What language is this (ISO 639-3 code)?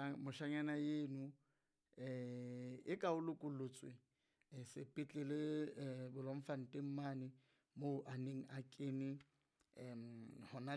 sot